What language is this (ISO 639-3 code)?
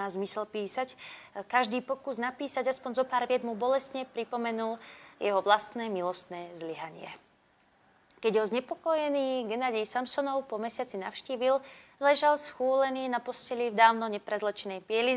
slk